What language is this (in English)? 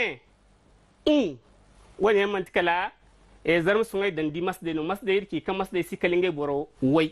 Zarma